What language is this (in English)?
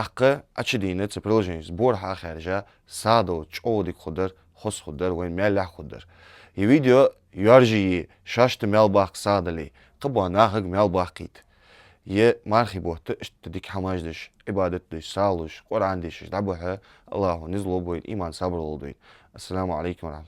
Ingush